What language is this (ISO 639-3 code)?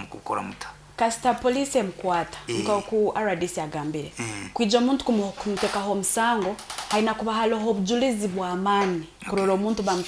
nyo